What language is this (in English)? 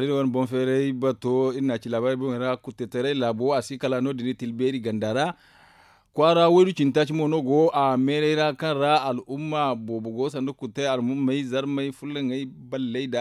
Zarma